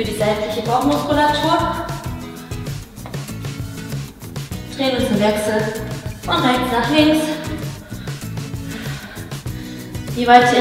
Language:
German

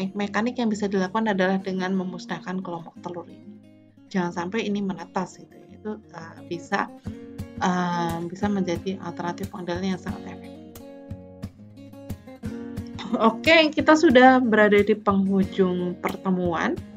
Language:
Indonesian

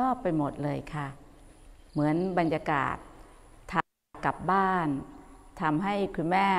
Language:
Thai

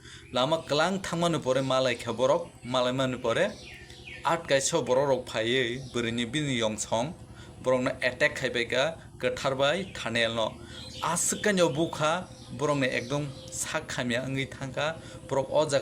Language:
Kok Borok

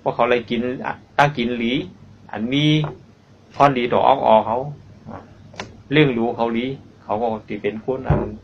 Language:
Shan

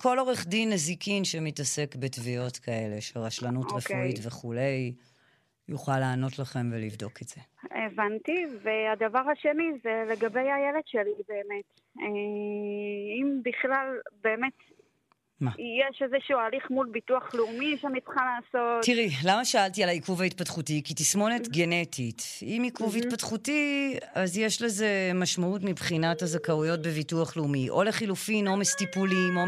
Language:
Hebrew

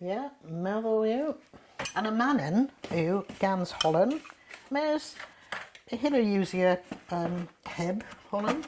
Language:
Cornish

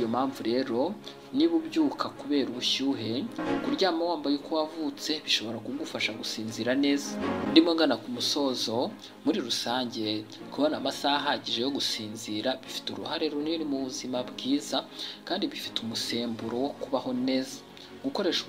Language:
Kinyarwanda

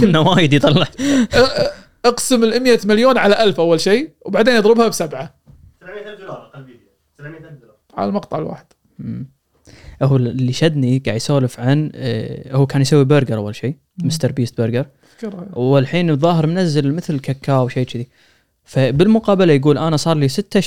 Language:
Gulf Arabic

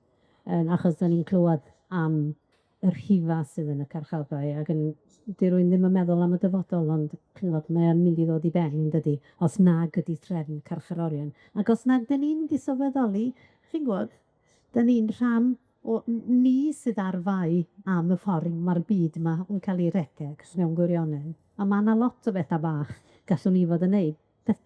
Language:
Welsh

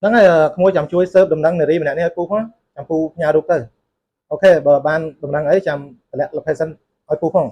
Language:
Khmer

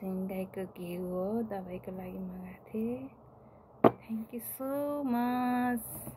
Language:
Nepali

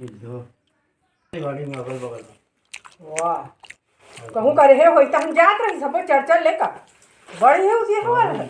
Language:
Chhattisgarhi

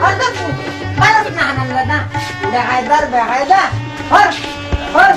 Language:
Sylheti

